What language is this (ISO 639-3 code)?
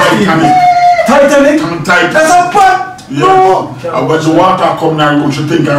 jam